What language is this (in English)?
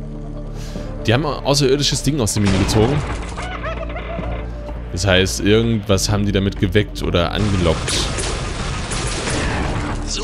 German